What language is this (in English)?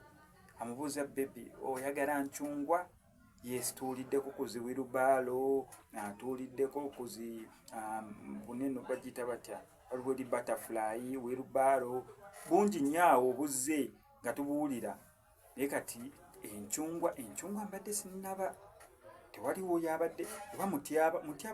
Ganda